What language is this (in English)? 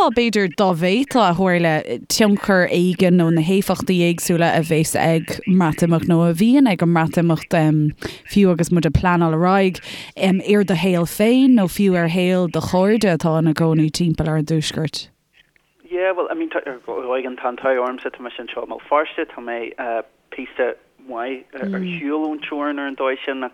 Irish